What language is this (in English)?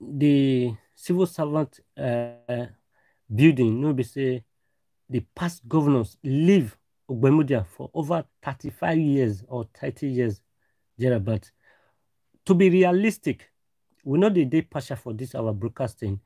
Nigerian Pidgin